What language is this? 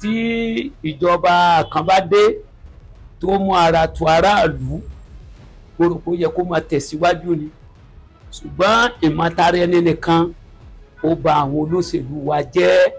Yoruba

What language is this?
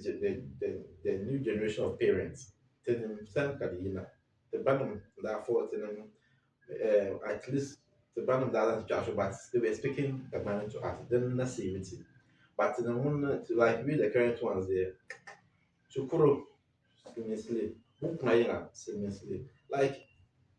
Dagbani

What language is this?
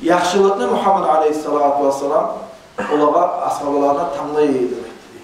Kumyk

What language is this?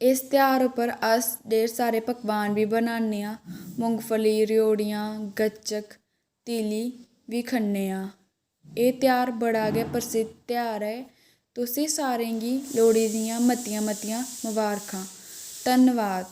Dogri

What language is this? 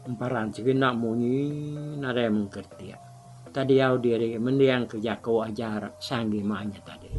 Iban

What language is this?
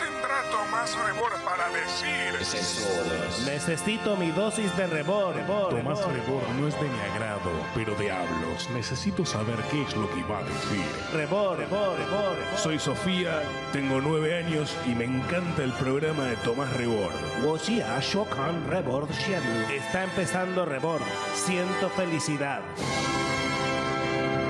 Spanish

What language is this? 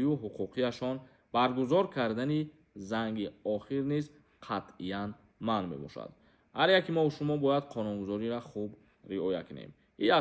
Tajik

